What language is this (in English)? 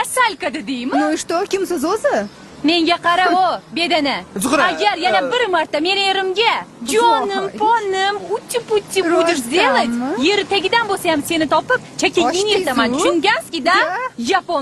Uzbek